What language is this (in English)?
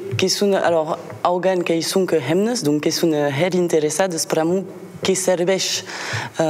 Occitan